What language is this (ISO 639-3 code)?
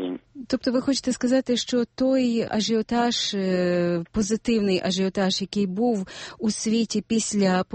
ukr